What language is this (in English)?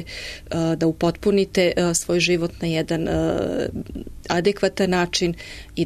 Serbian